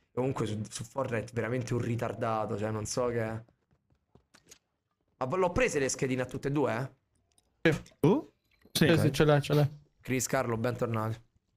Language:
Italian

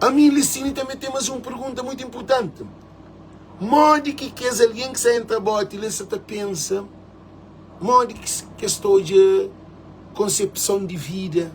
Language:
Kabuverdianu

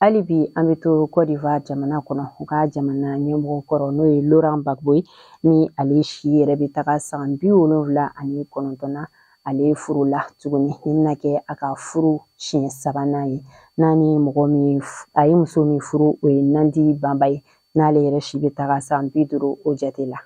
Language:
Bambara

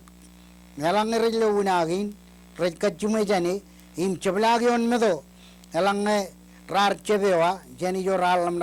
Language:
Marshallese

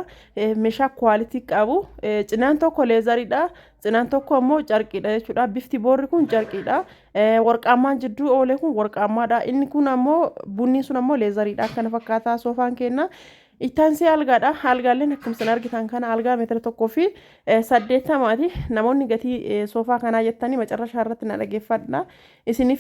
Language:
Oromo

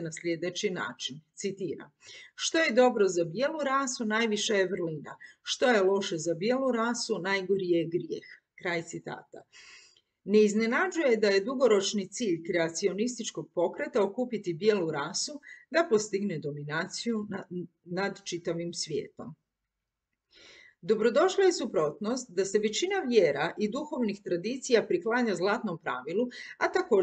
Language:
Croatian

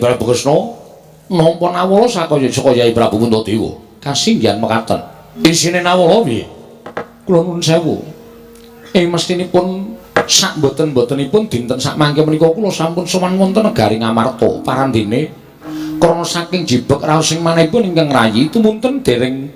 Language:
Javanese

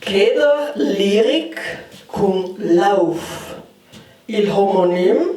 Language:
Ladin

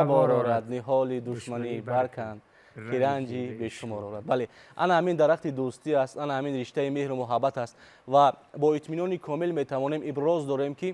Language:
Tajik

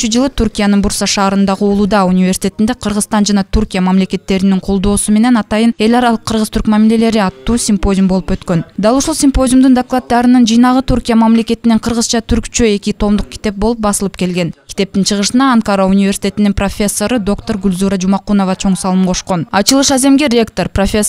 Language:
Kyrgyz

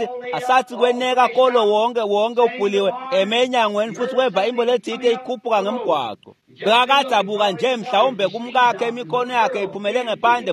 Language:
Swati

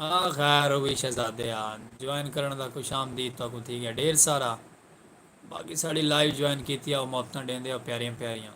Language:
Saraiki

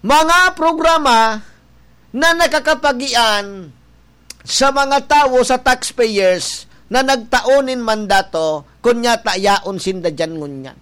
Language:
Bikol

